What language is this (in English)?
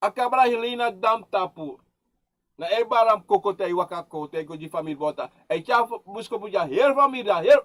Sranan Tongo